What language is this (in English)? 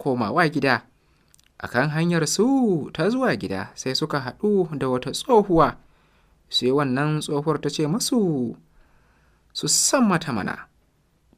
Hausa